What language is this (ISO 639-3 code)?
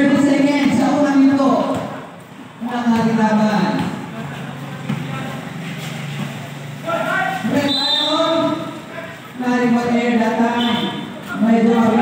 fil